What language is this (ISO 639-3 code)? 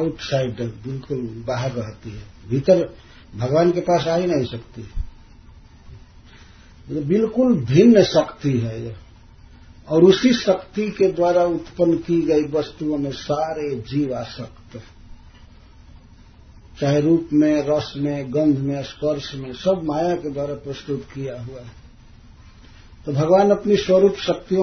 hin